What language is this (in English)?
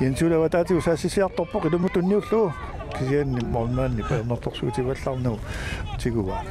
Kalaallisut